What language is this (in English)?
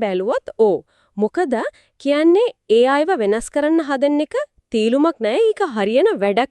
Sinhala